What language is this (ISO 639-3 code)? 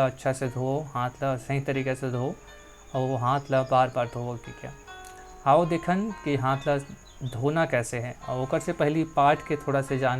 hne